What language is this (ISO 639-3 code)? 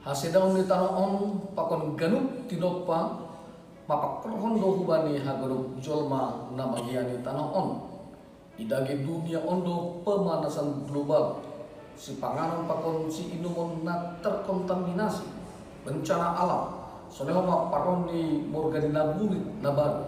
bts